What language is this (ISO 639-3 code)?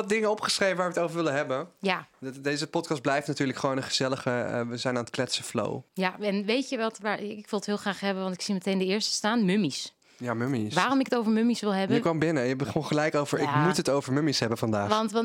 nld